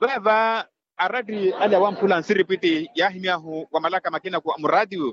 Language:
Makhuwa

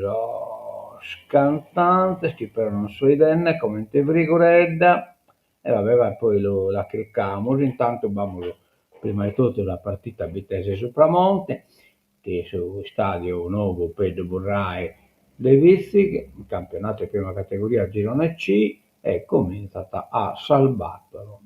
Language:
Sardinian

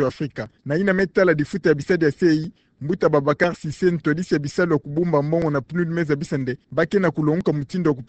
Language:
Kituba (Democratic Republic of Congo)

